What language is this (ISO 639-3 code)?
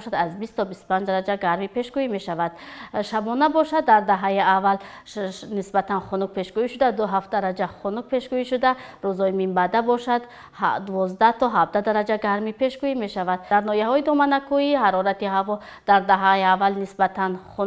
tgk